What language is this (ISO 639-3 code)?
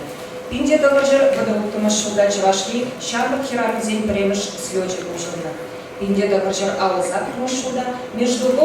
chv